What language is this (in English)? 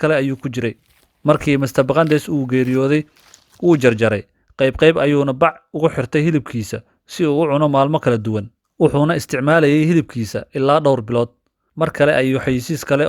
Somali